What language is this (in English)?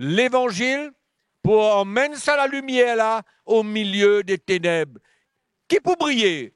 Morisyen